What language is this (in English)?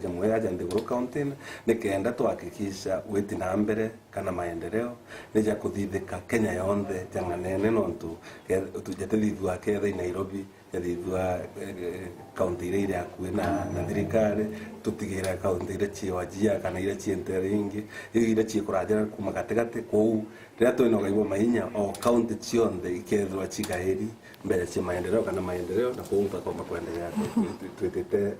Meru